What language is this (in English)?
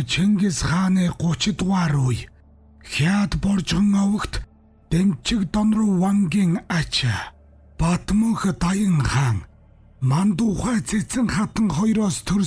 Mongolian